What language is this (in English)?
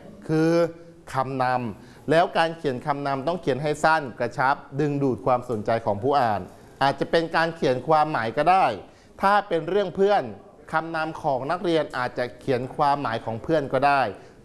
Thai